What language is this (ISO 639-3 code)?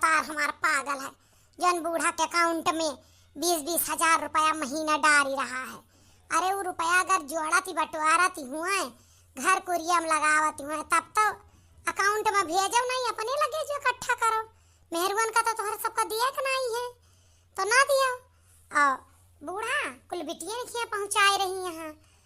awa